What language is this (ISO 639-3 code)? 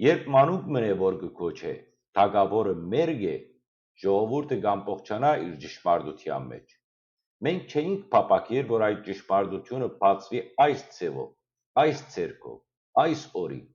hyw